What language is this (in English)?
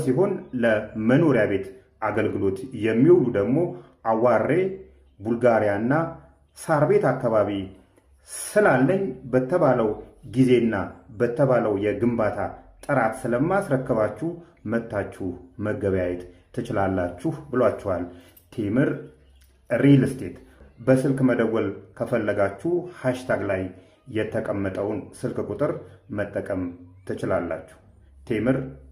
Amharic